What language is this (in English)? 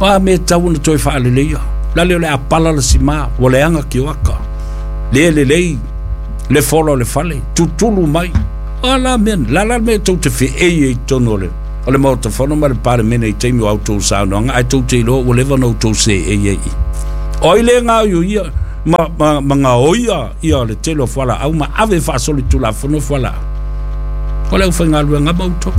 Samoan